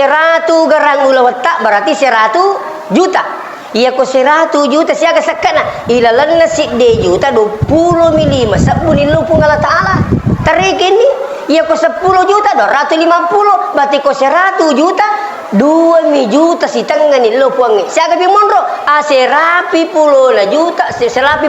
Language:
Buginese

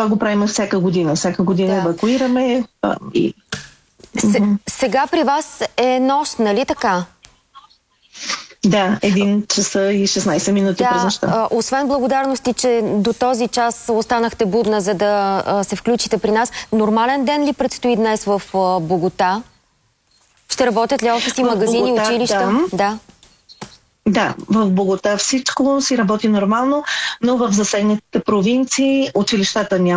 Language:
Bulgarian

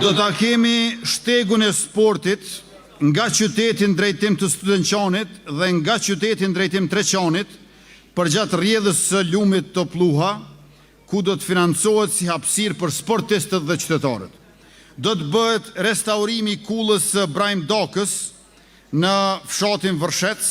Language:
Albanian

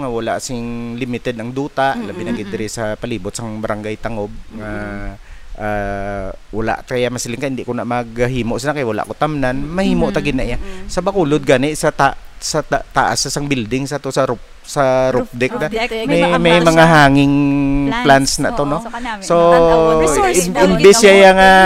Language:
Hiligaynon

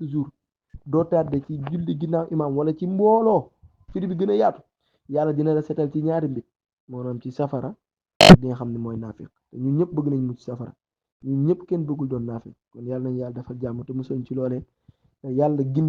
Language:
Wolof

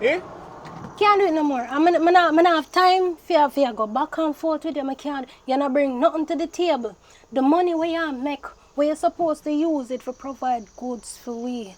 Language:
Jamaican Creole English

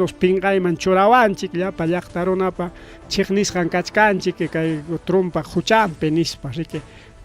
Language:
Ayacucho Quechua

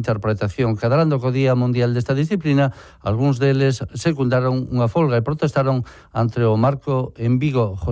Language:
Galician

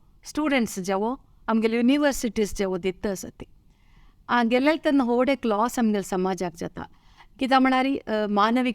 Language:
Konkani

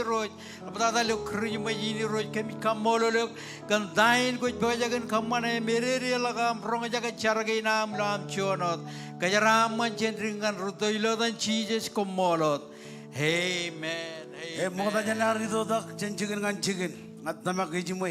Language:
Marshallese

